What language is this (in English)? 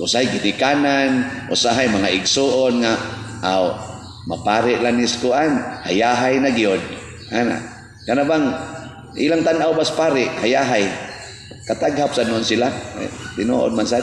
Cebuano